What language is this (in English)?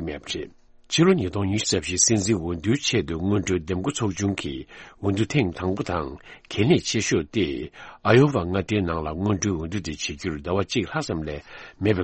Tibetan